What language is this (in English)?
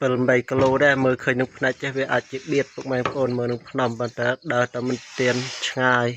Khmer